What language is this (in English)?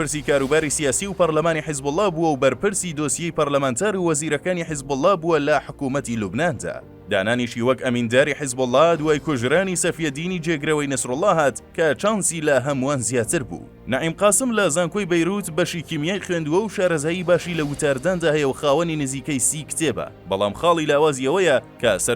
Central Kurdish